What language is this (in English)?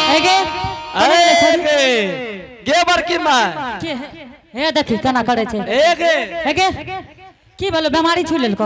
Angika